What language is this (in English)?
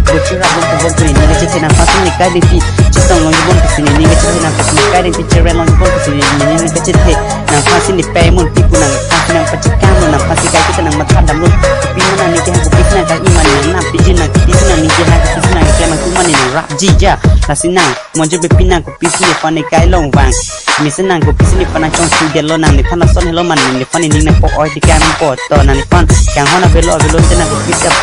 Karbi